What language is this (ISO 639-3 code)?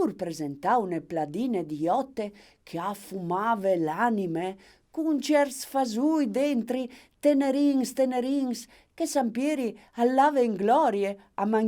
fur